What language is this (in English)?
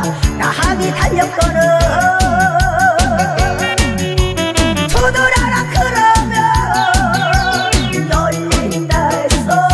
Korean